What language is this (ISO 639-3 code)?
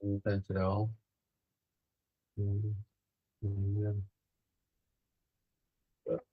nan